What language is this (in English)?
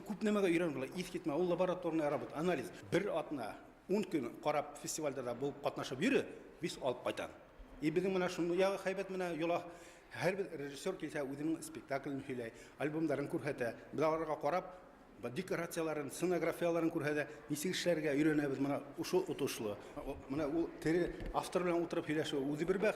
Bashkir